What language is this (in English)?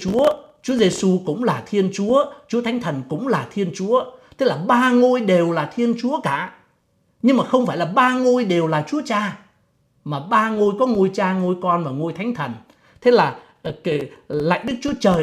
Vietnamese